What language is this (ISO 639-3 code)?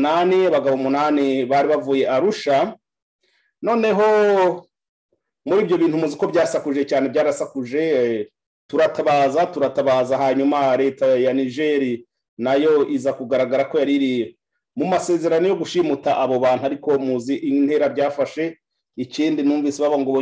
kin